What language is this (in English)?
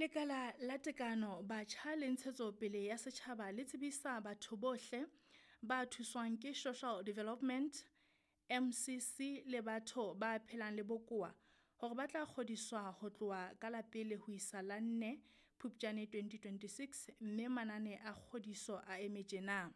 Southern Sotho